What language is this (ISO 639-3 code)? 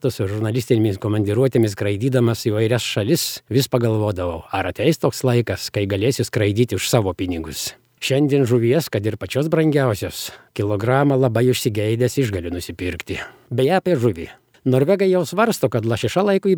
lit